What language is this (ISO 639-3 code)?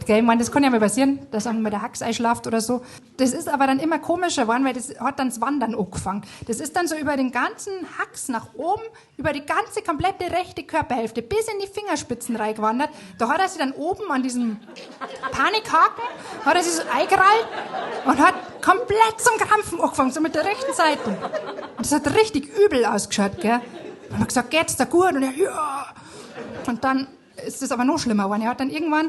bar